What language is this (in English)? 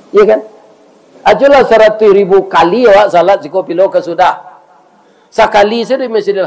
Minangkabau